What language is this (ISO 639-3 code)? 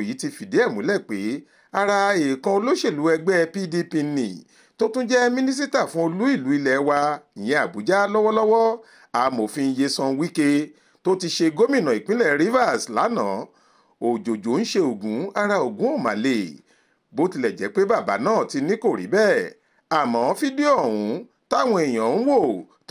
yor